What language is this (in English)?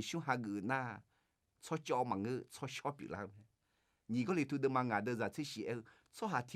Akha